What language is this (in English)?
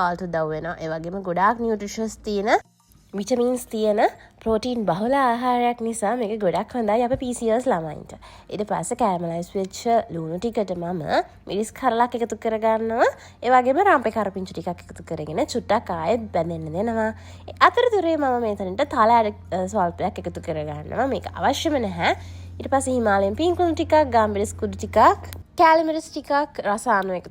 Sinhala